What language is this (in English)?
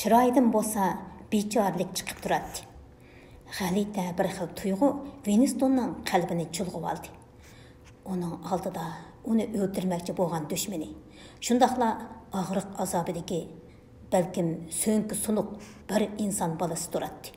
Uyghur